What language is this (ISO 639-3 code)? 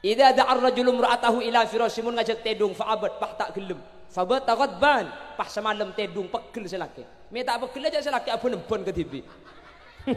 mad